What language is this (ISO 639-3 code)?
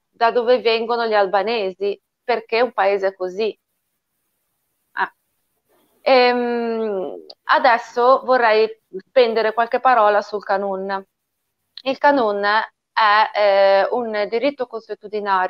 ita